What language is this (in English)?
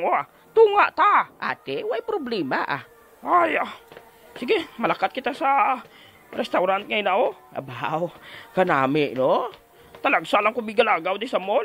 Hiligaynon